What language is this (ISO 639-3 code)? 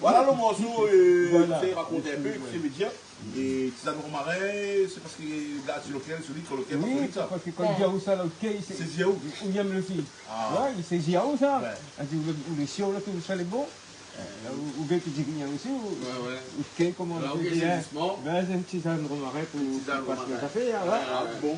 rcf